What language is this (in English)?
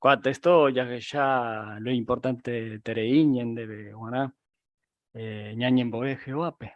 Guarani